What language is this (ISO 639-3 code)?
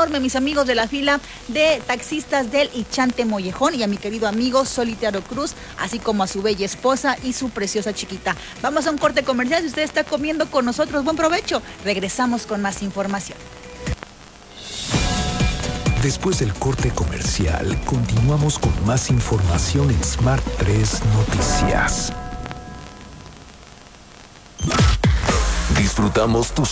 spa